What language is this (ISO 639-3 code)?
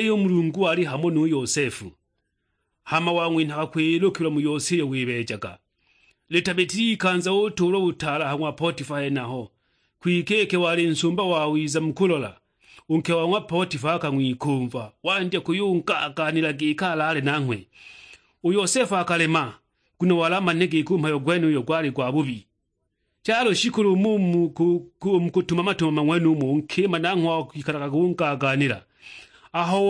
suk